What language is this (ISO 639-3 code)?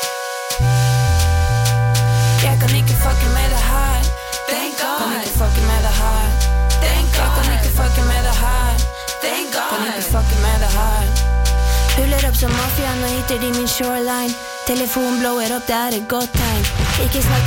nor